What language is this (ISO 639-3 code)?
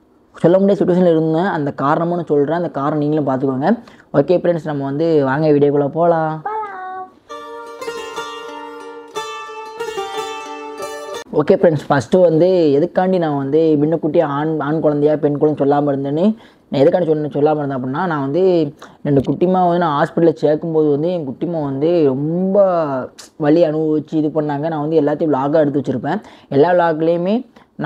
tam